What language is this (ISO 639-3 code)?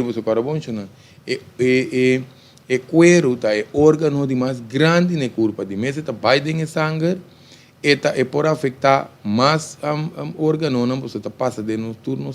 pap